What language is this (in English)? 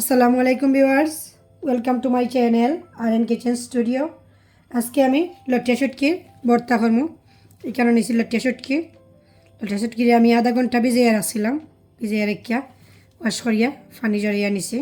Sylheti